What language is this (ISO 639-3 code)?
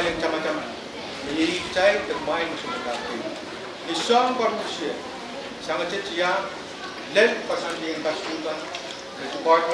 pon